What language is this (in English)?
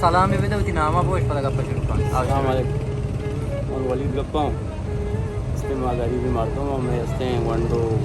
Baluchi